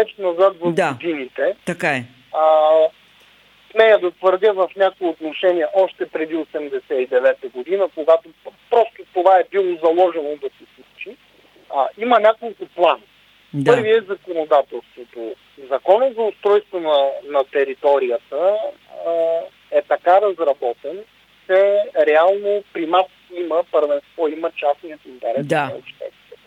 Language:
Bulgarian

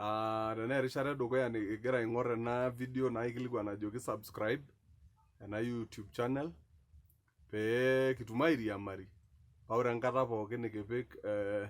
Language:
Masai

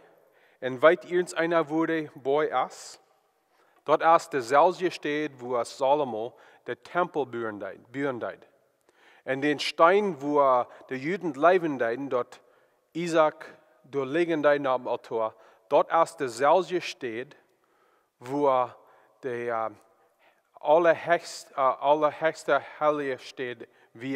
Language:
Plautdietsch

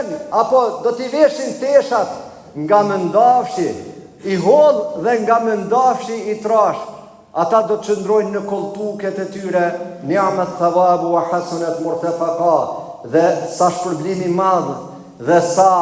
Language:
Albanian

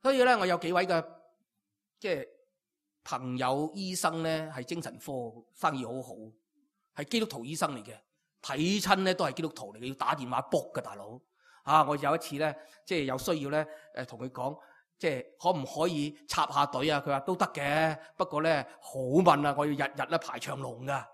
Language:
Cantonese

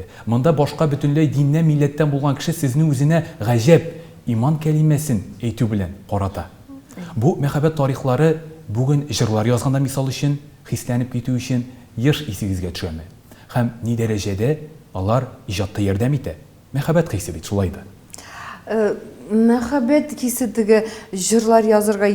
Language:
Tatar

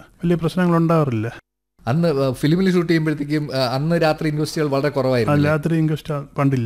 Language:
Malayalam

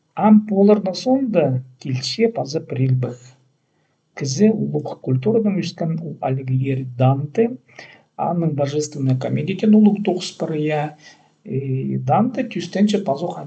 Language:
Khakas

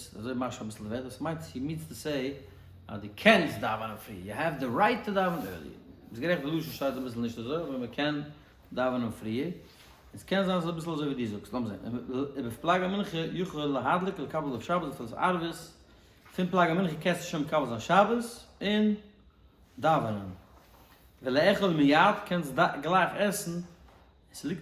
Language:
Yiddish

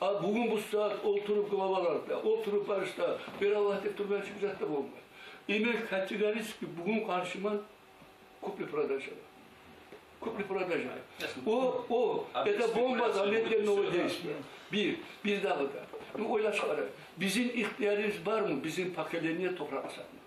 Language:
Kumyk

